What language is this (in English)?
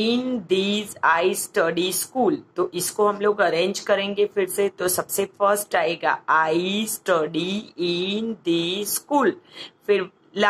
Hindi